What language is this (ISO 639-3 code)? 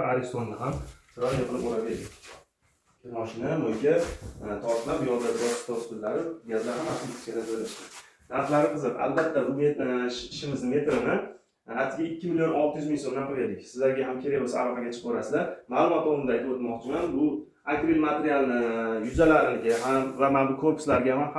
uzb